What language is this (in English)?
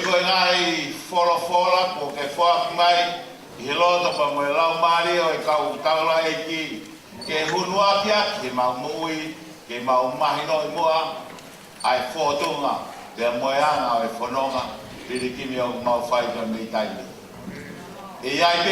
Tongan